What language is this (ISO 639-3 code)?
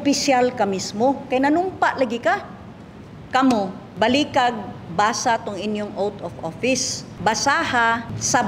ceb